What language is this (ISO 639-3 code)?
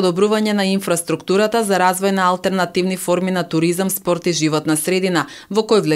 mkd